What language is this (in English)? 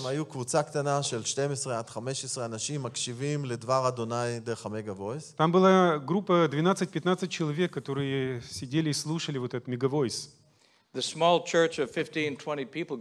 Hebrew